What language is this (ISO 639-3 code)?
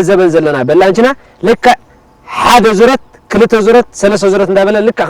tir